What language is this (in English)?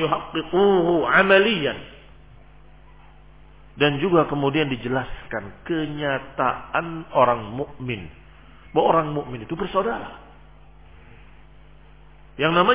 Indonesian